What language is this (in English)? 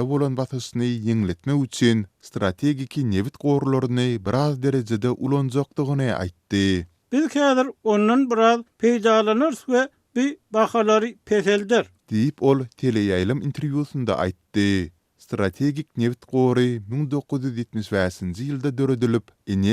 Turkmen